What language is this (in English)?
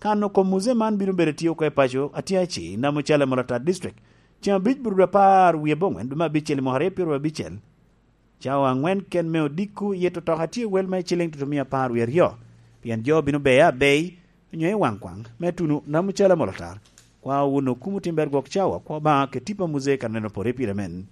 Lango (Uganda)